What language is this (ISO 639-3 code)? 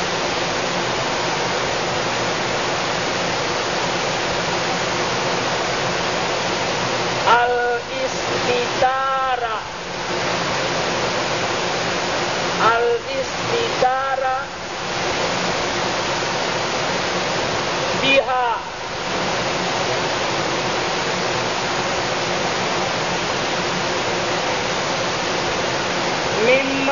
ind